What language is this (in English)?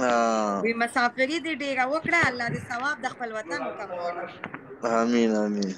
Pashto